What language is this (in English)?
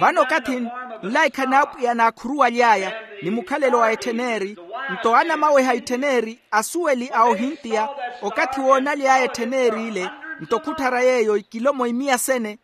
Makhuwa